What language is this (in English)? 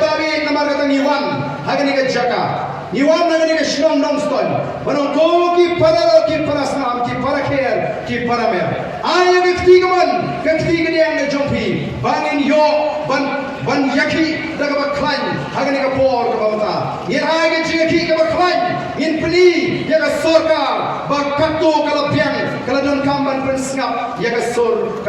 Khasi